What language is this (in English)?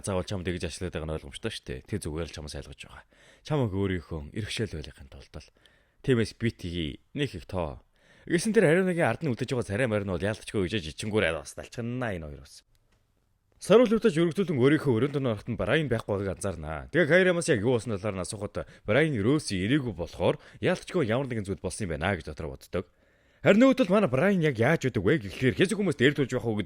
Mongolian